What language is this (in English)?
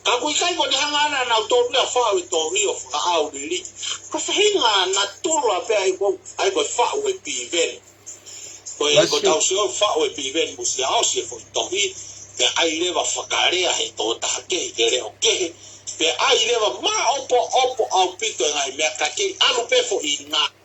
Tongan